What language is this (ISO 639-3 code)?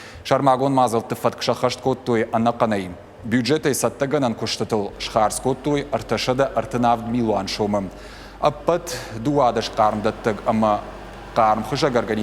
oss